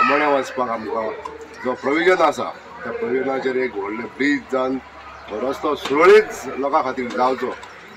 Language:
Konkani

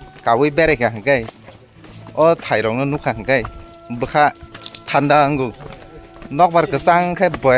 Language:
Kok Borok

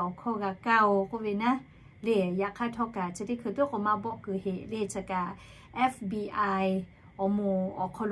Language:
Lahu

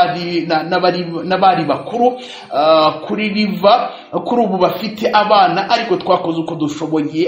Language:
Kinyarwanda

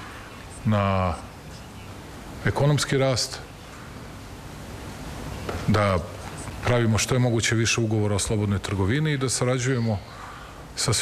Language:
Serbian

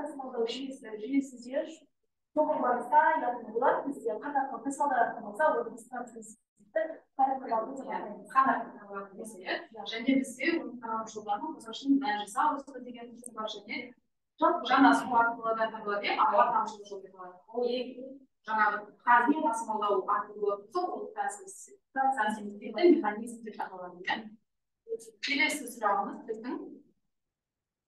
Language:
Kazakh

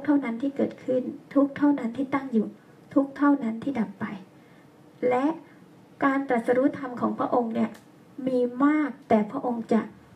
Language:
Thai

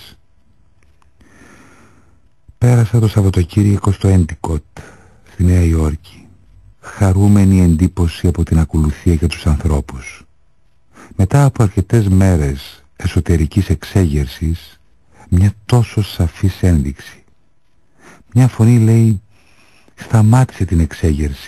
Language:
Greek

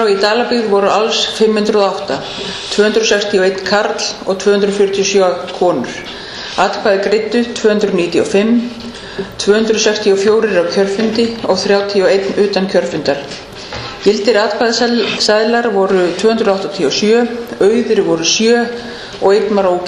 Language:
Icelandic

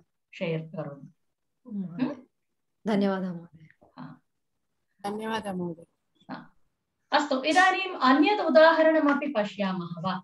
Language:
Sanskrit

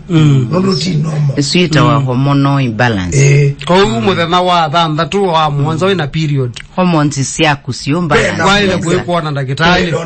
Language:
Kamba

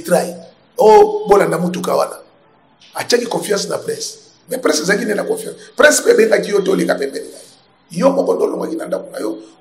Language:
Lingala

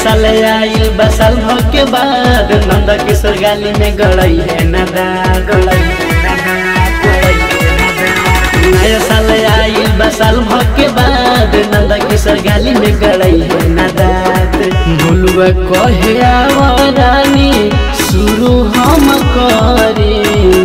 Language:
Bhojpuri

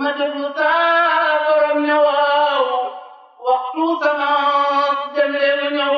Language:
Wolof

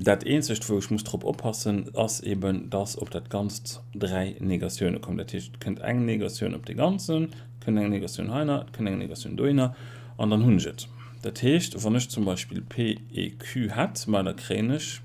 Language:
Luxembourgish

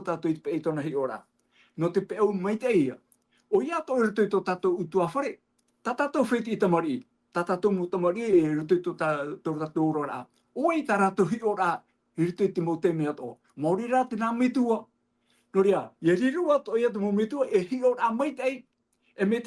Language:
Tahitian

